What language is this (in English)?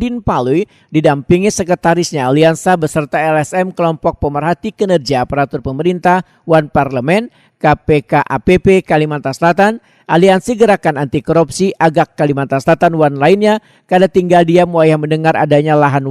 Banjar